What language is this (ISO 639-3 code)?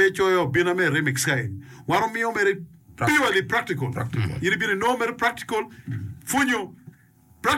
ach